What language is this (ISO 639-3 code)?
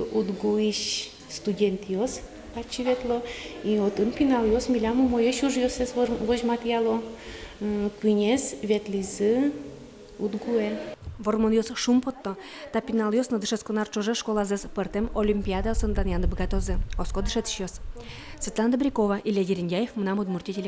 udm